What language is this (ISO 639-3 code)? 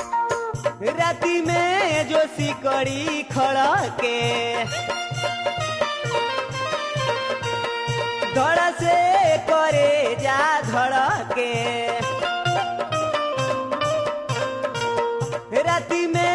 bho